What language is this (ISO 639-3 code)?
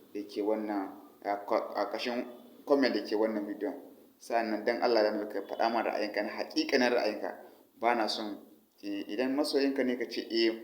hau